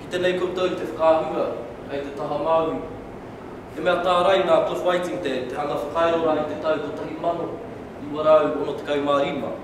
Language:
Māori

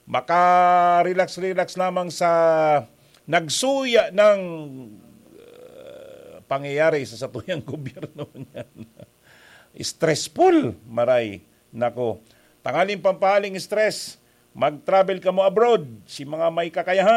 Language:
Bikol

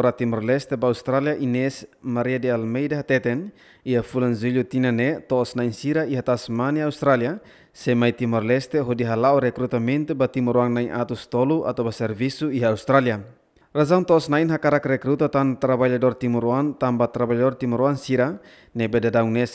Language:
Tetum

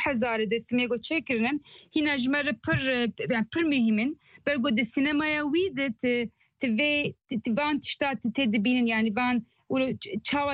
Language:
Kurdish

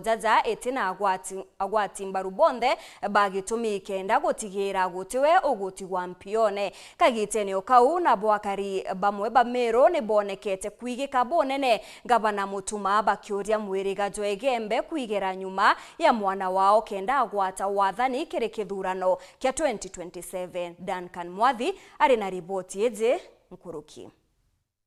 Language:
Meru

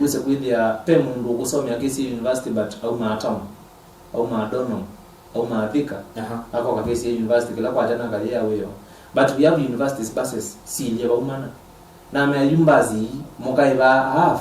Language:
Kamba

